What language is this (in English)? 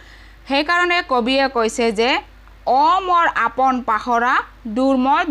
Assamese